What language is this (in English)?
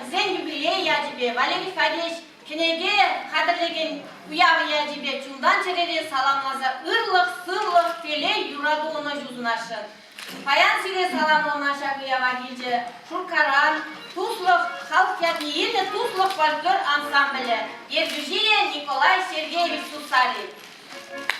Chuvash